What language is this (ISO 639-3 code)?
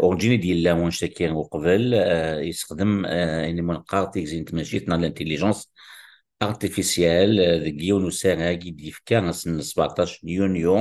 kab